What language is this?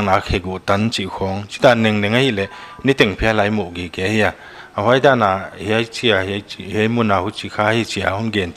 Paite Chin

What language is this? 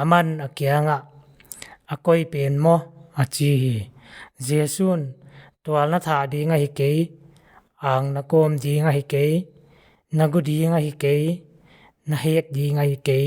Paite Chin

